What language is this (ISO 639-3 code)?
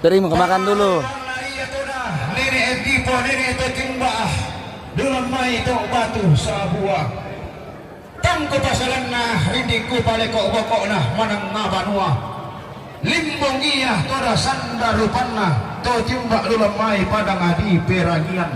sda